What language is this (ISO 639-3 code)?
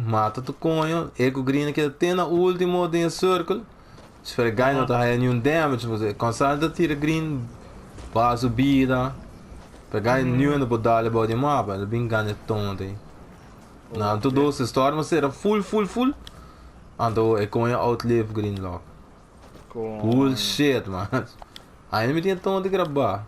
pap